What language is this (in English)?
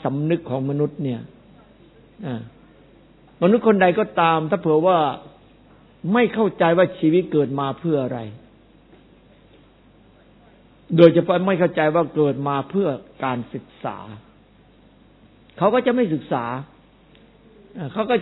Thai